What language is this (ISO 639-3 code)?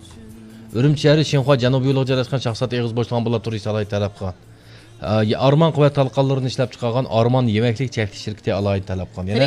uig